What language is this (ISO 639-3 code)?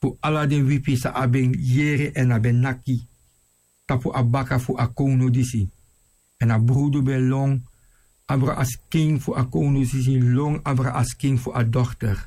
srn